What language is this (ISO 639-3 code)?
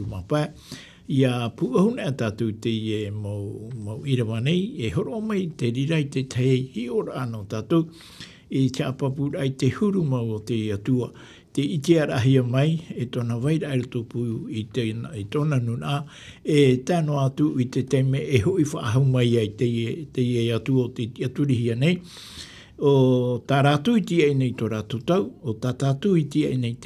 tah